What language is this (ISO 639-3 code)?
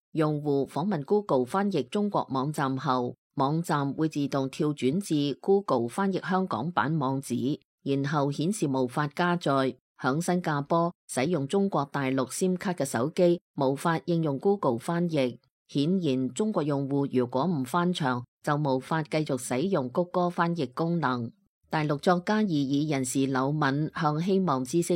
yue